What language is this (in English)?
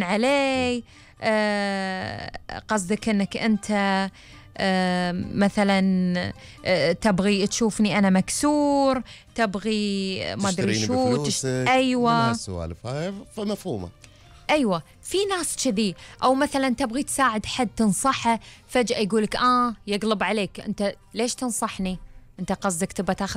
Gulf Arabic